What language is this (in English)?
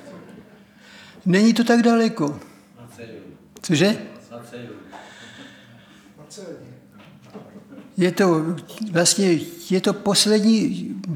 Czech